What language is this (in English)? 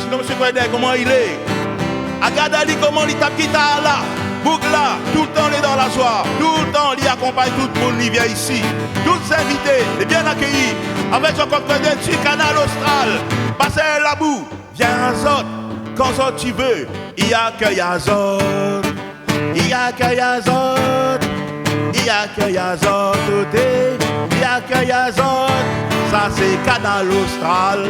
Réunion Creole French